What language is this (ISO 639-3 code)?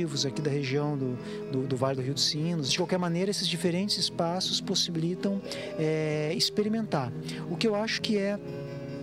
por